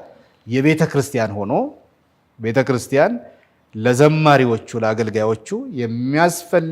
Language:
Amharic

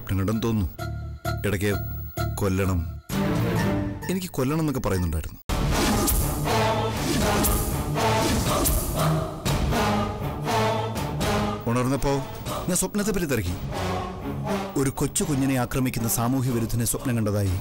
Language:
Malayalam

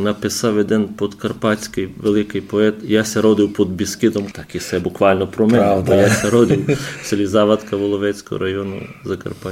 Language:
Rusyn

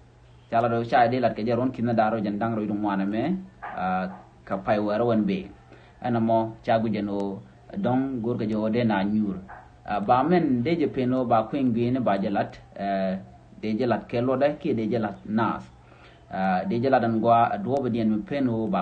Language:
Nuer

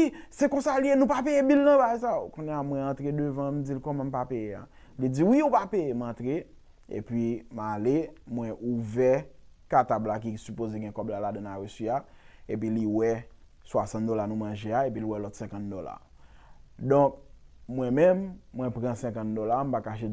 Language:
Haitian Creole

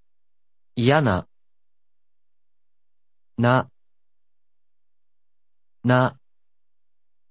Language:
Japanese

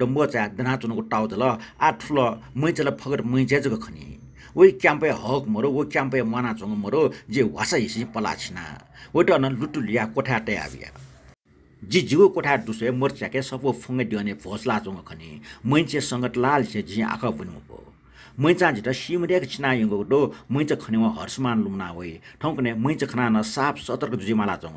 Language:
Newari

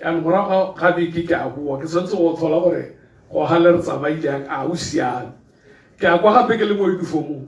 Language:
Tswana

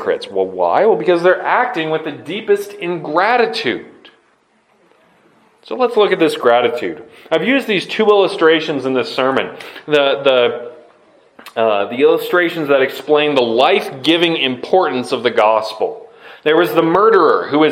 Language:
English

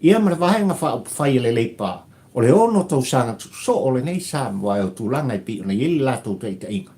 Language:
Samoan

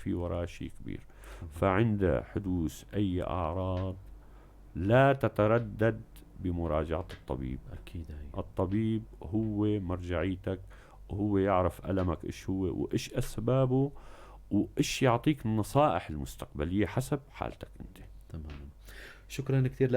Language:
North Levantine Arabic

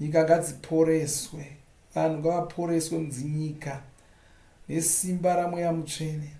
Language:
Shona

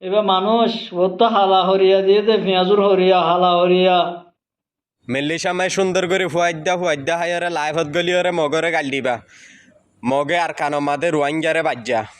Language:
Rohingya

